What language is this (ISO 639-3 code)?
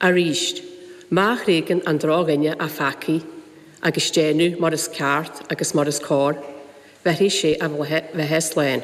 gle